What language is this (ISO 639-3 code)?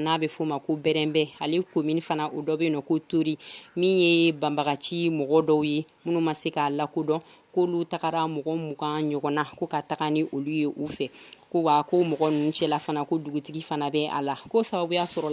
bam